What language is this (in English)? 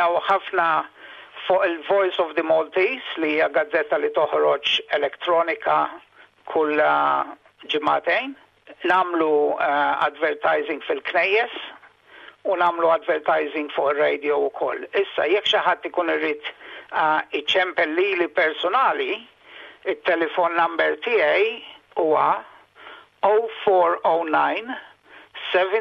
Maltese